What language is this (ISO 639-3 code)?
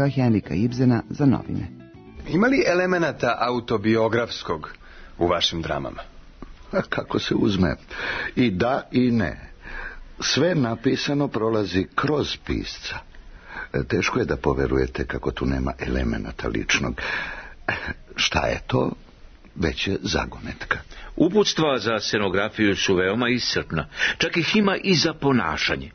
srp